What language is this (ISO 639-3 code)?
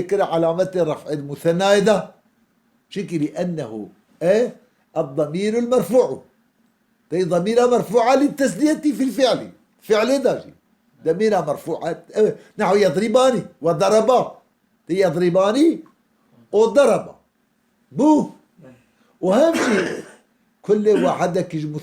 kur